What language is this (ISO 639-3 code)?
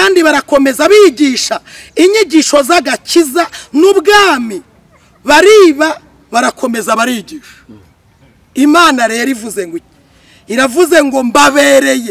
kin